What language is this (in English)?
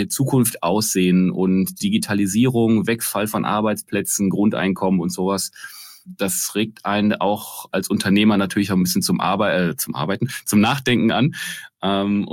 German